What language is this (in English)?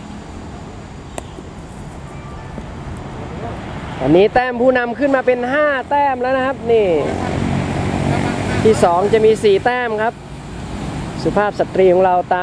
Thai